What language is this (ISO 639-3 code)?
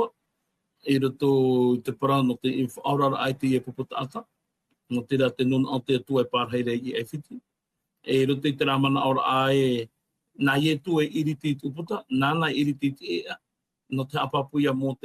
tah